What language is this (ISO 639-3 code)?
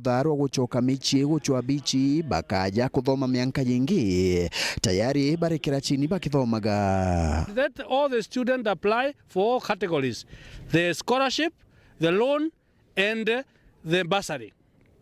mer